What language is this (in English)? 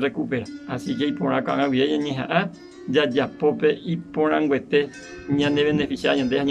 Guarani